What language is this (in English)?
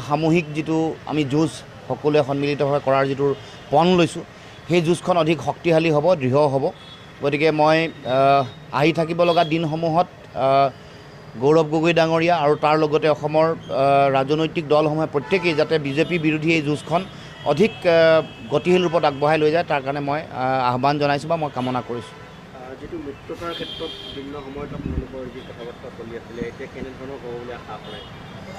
Assamese